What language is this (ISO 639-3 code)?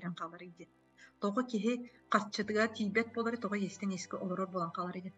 sah